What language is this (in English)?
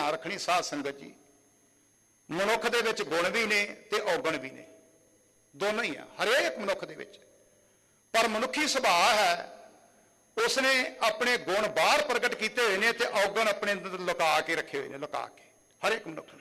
Punjabi